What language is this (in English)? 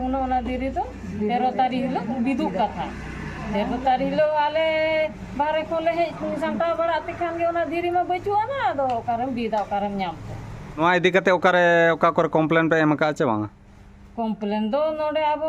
Santali